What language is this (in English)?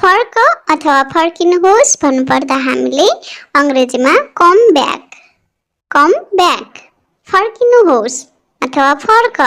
Nepali